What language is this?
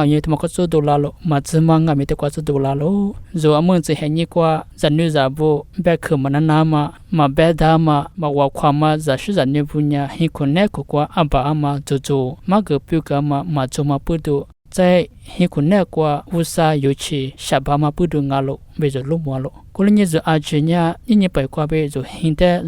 Lisu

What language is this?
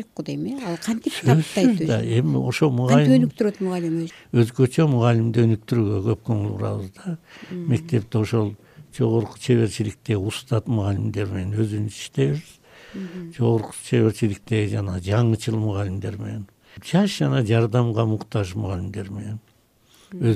Kyrgyz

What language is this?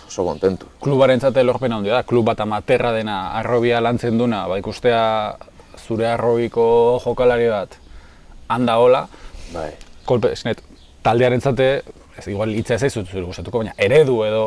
Basque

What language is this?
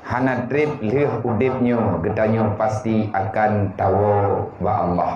Achinese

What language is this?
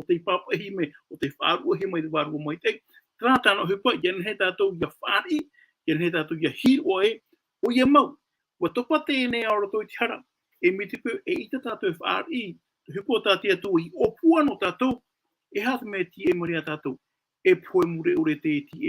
Tahitian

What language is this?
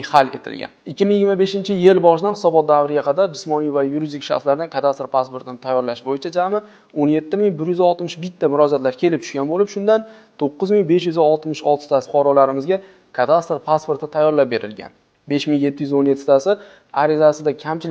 Uzbek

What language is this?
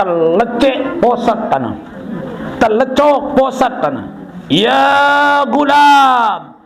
Sasak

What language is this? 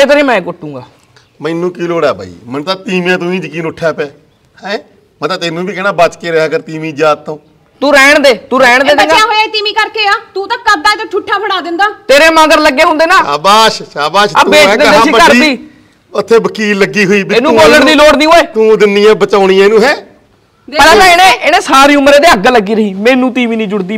Punjabi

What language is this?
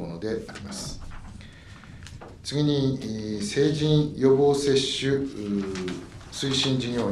Japanese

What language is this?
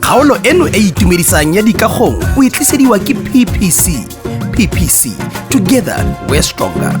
Tswana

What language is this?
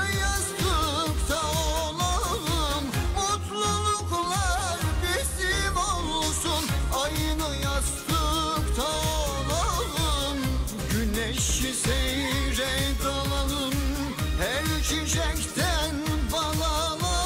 Turkish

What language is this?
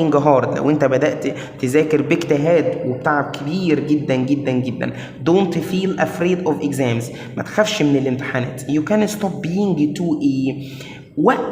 Egyptian Arabic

